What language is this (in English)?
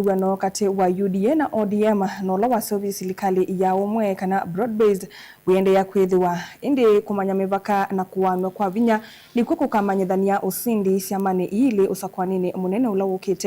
Kamba